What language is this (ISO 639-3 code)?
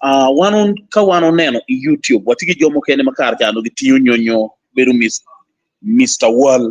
ach